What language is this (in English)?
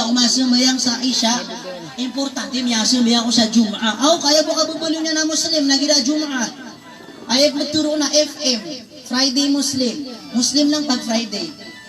Maranao